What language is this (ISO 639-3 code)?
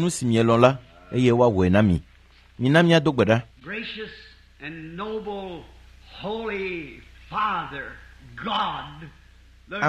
ewe